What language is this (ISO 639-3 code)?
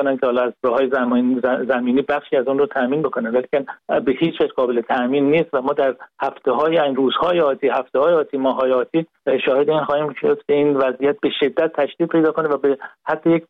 fas